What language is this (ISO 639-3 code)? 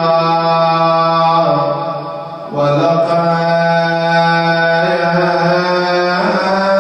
ara